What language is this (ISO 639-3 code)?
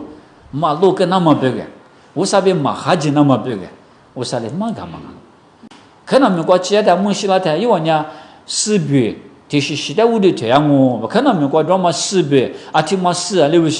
lis